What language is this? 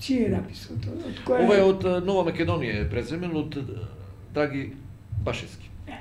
Macedonian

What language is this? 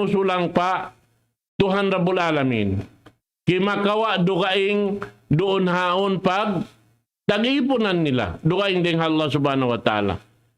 Tausug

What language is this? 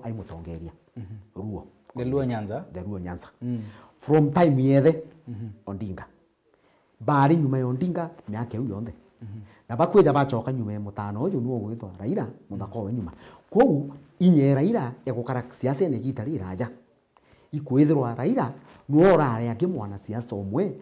Meru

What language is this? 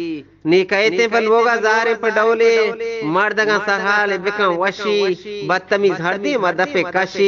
Eastern Balochi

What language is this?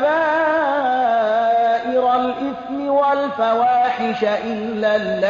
Persian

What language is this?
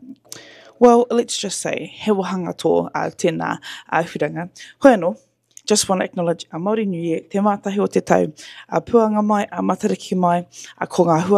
Māori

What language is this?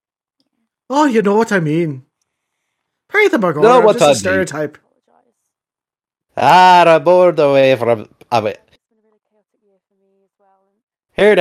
English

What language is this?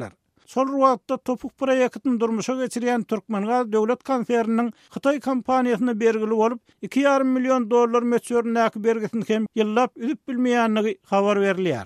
Turkmen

